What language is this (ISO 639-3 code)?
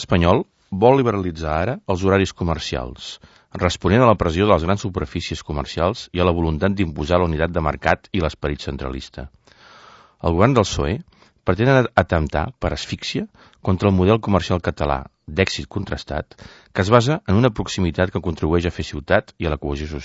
cat